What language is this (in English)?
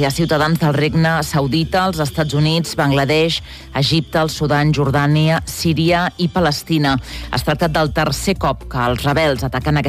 Catalan